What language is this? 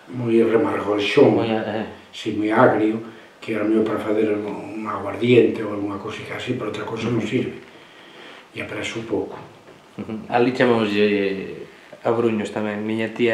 Galician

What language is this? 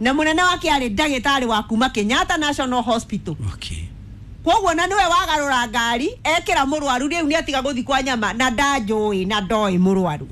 Kikuyu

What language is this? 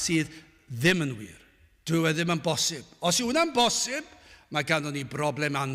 Welsh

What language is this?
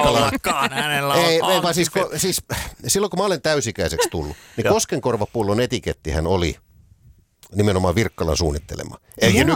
Finnish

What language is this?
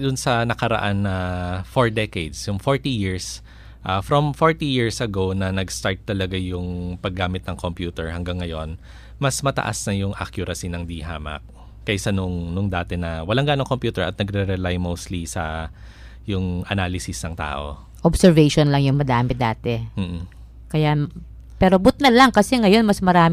Filipino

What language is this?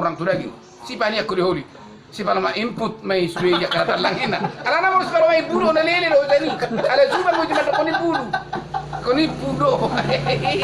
Batak Toba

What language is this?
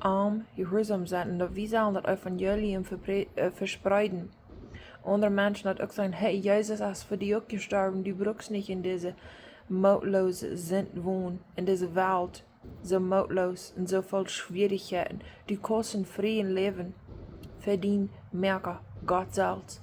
Plautdietsch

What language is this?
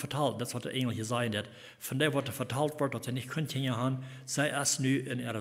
Plautdietsch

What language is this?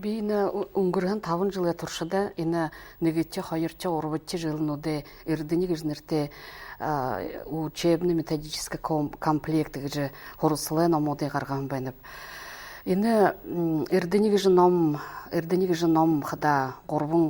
Buriat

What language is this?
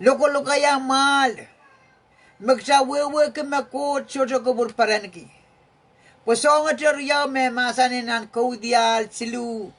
Pohnpeian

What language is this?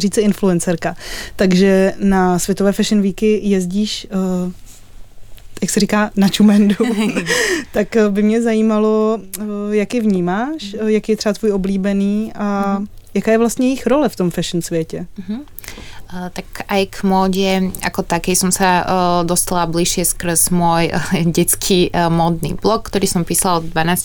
Czech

